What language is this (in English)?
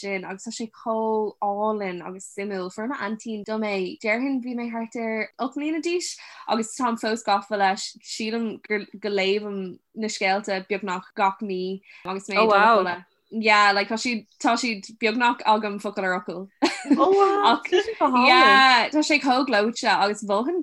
Irish